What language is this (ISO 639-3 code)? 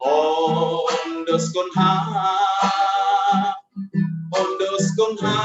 bts